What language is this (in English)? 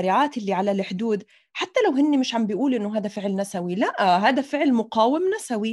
North Levantine Arabic